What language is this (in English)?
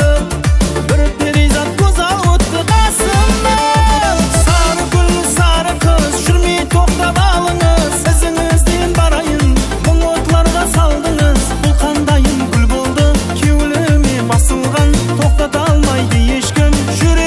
Kara-Kalpak